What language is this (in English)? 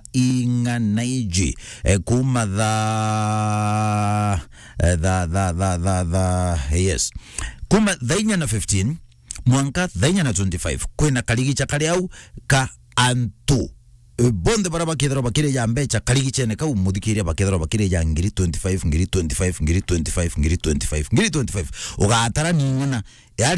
Meru